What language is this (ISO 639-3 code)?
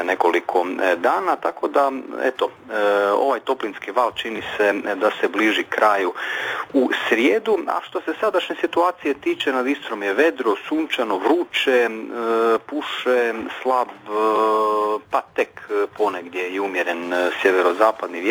hrv